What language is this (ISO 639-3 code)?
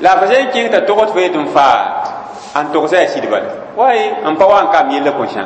mos